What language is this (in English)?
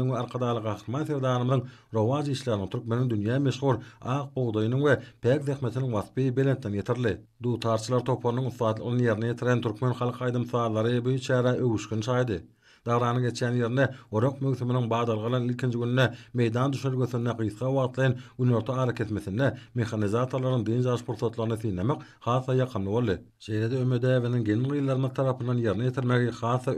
Turkmen